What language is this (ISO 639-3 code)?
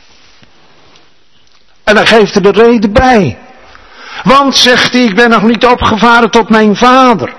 nld